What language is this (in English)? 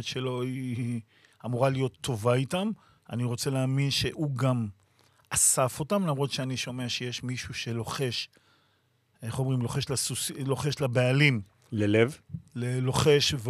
Hebrew